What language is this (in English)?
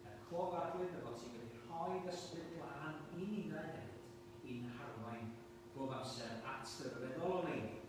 Welsh